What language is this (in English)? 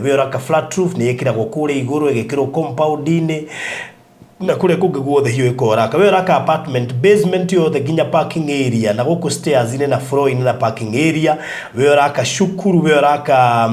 Kikuyu